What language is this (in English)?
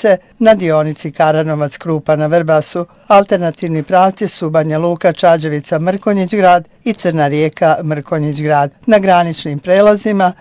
Bosnian